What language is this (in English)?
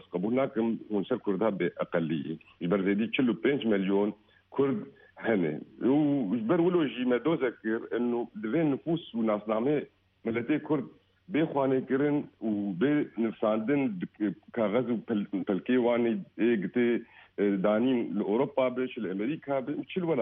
Kurdish